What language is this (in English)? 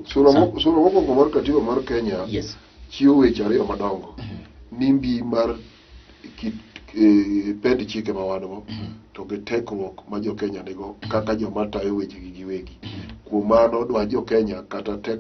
Luo (Kenya and Tanzania)